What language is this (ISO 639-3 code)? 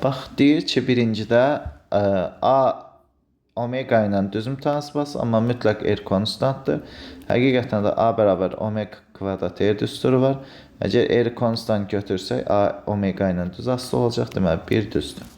aze